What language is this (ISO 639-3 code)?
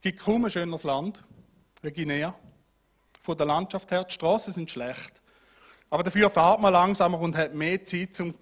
gsw